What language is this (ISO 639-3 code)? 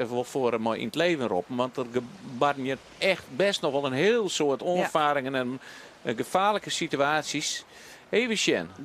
fry